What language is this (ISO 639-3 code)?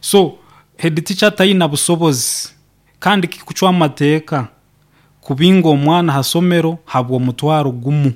nyo